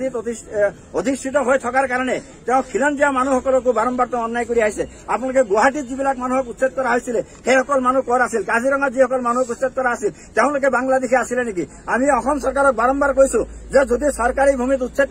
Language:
Assamese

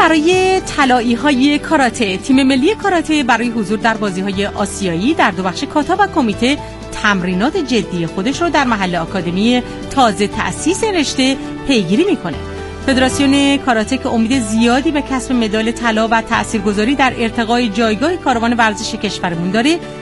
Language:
Persian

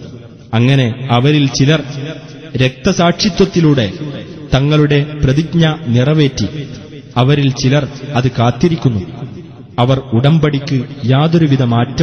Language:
Malayalam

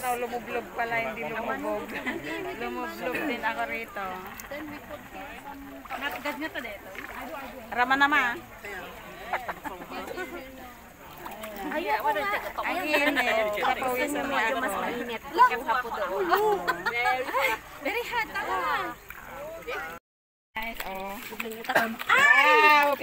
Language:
Filipino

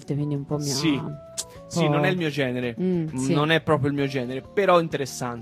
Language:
Italian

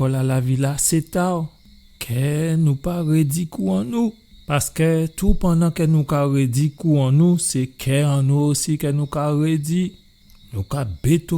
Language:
Guadeloupean Creole French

